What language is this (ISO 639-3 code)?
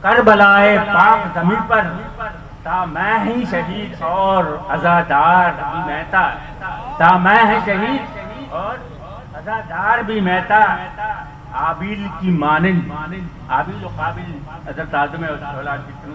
bgp